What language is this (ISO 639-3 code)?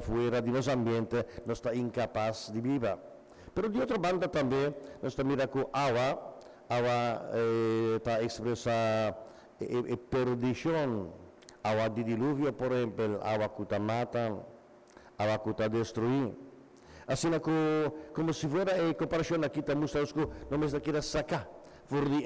pap